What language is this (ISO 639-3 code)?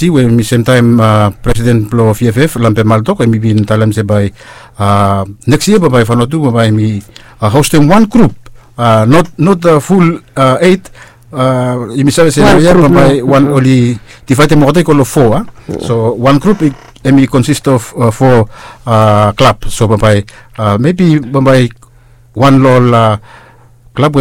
bis